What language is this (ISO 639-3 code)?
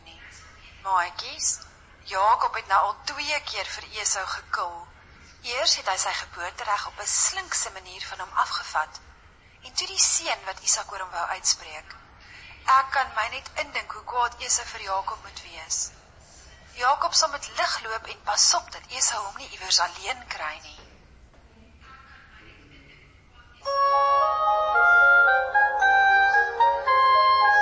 afr